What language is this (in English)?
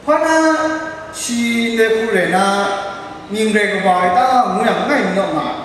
Kachin